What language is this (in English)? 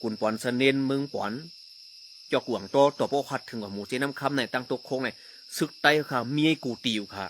Shan